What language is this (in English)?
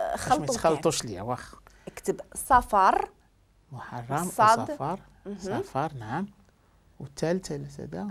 Moroccan Arabic